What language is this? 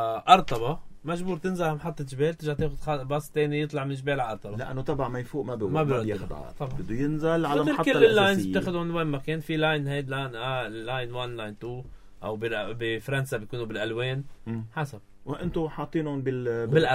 North Levantine Arabic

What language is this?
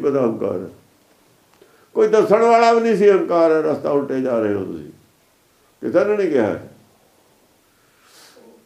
Punjabi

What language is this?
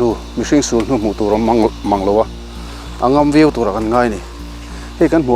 Mizo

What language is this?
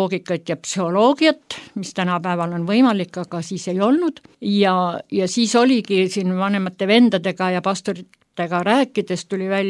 Estonian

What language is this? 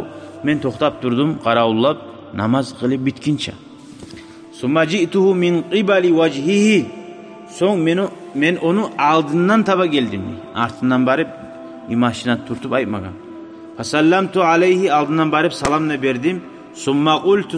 Kumyk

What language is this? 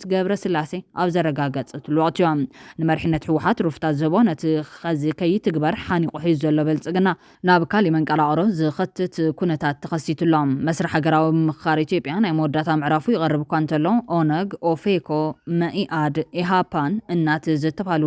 Tigrinya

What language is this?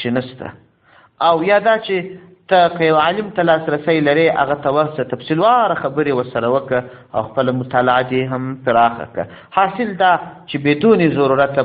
Pashto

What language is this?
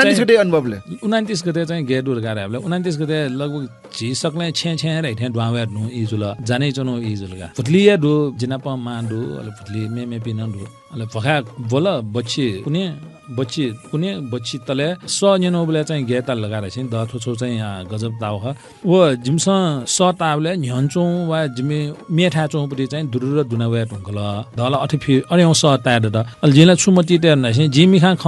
Newari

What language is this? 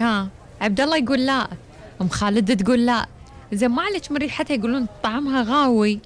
Gulf Arabic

